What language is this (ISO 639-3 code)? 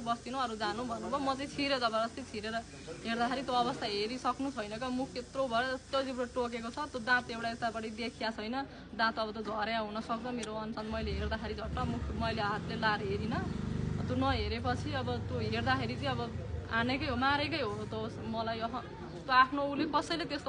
nep